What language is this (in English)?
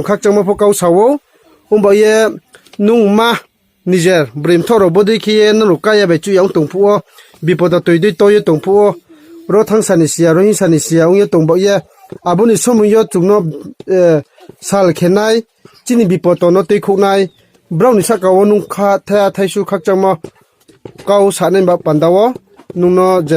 Riang (India)